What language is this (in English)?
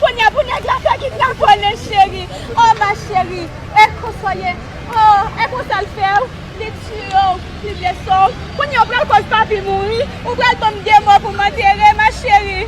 Haitian Creole